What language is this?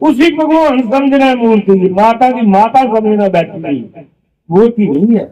Dogri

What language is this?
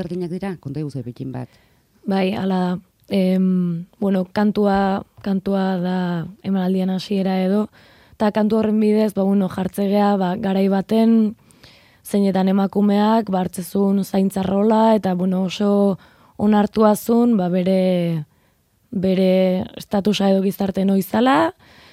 Basque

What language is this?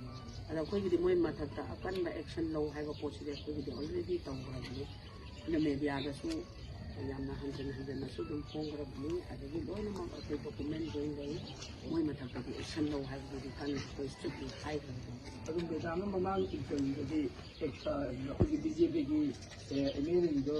Manipuri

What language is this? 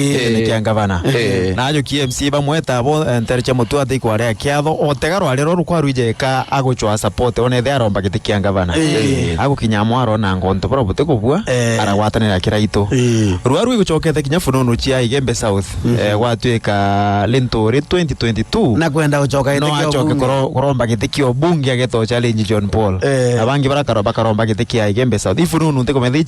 Meru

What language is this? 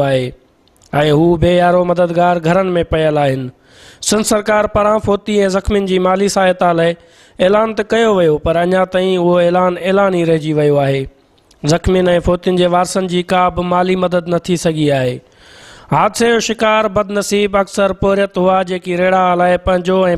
Sindhi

